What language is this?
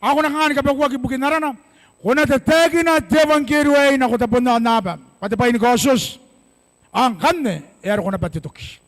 Gilbertese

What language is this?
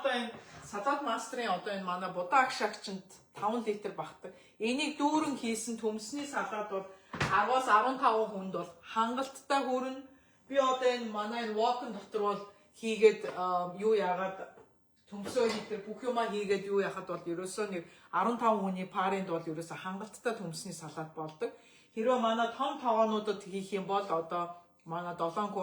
Mongolian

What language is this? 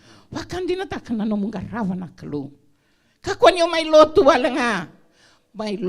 Fijian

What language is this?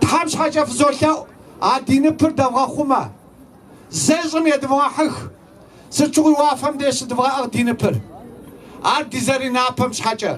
Kabardian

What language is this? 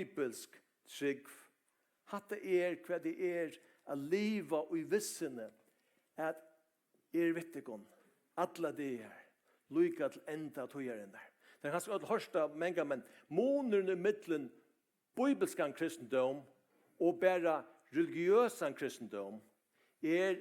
Faroese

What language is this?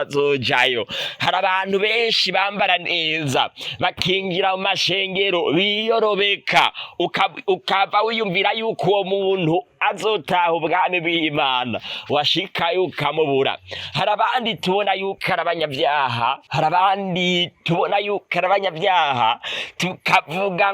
Rundi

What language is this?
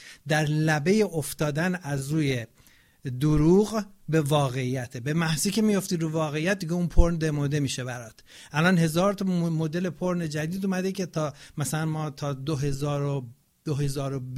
Persian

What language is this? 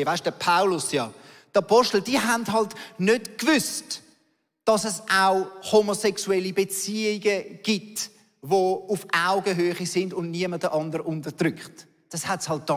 Swiss German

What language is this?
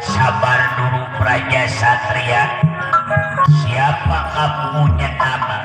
Betawi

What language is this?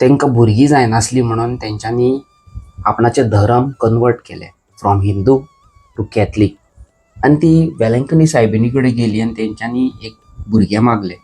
Konkani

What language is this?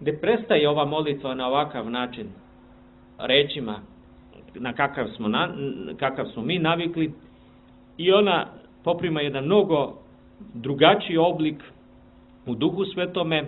Serbian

